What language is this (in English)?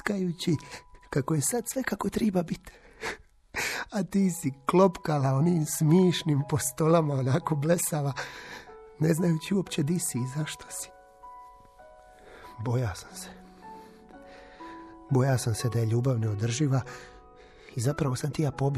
Croatian